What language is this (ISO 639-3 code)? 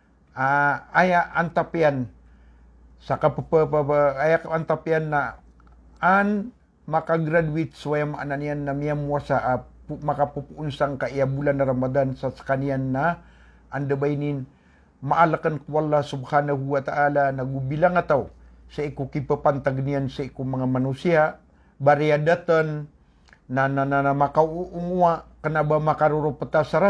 mrw